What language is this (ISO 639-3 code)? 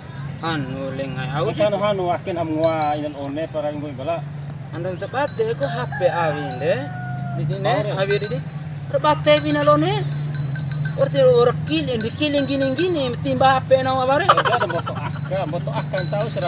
bhp